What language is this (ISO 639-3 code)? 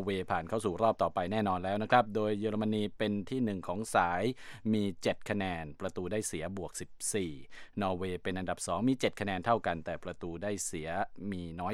tha